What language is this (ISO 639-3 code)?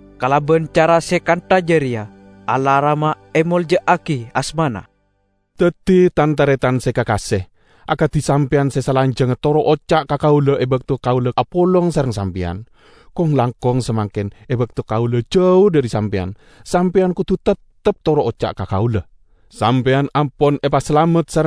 mad